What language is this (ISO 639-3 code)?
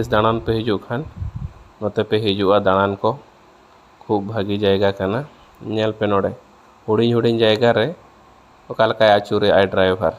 sat